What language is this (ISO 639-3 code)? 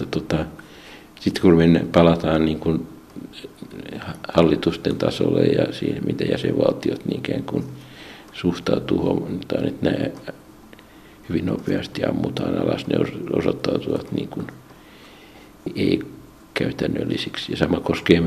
fin